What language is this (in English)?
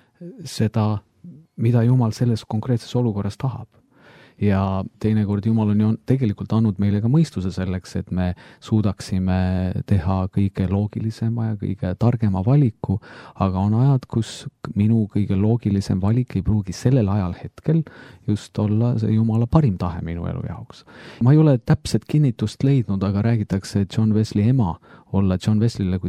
Estonian